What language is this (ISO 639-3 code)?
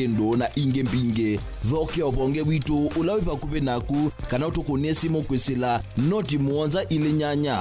kam